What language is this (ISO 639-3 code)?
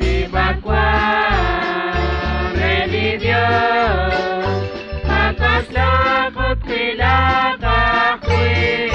kek